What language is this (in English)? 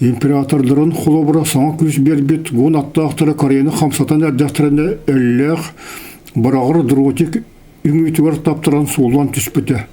Yakut